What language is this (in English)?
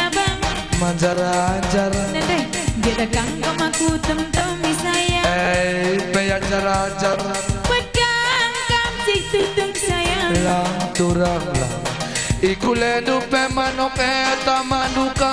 Batak Karo